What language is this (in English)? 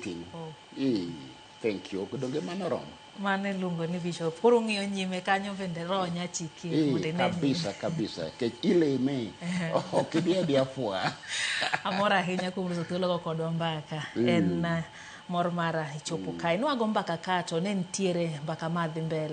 Luo (Kenya and Tanzania)